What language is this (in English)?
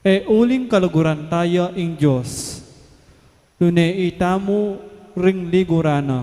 Pampanga